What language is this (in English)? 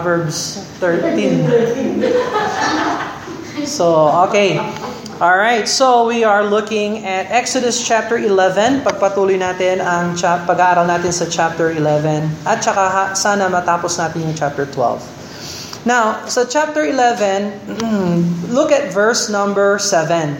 Filipino